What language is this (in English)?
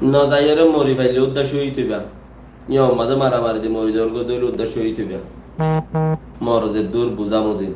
Rohingya